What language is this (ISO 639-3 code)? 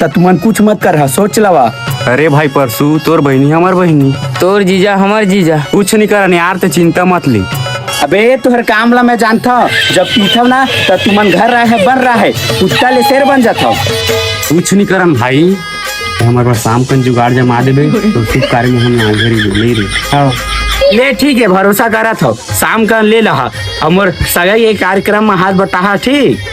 hne